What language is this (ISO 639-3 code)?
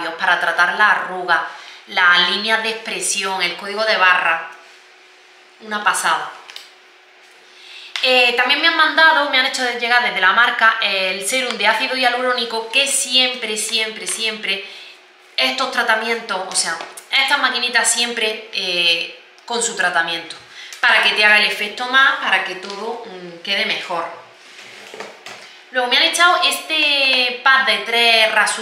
spa